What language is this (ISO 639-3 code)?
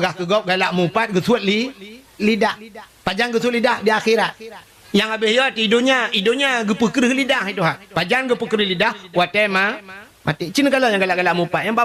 ace